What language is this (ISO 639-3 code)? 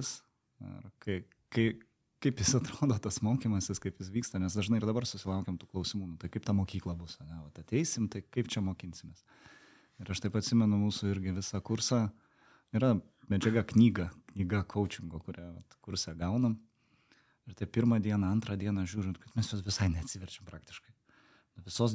lit